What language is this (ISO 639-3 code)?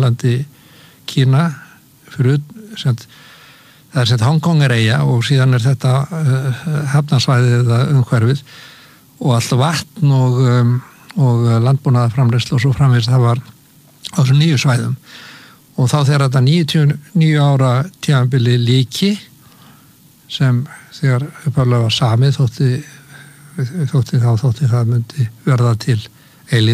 isl